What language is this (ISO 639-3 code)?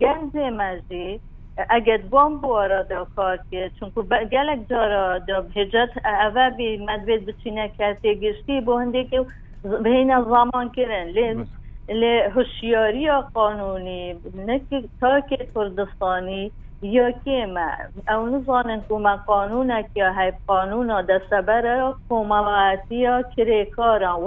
kur